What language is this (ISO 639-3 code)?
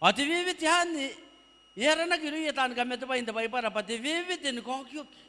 gil